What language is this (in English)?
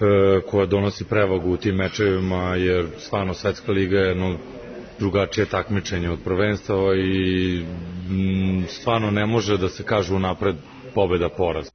Serbian